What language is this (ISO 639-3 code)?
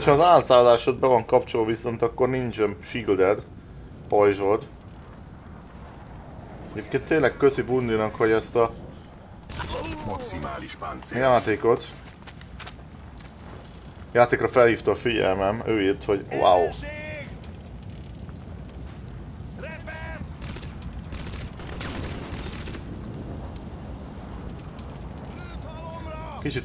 hun